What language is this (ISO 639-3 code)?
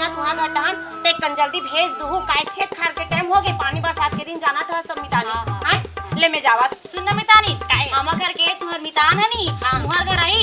hne